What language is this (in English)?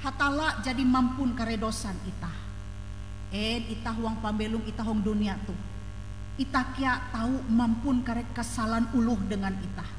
Ngaju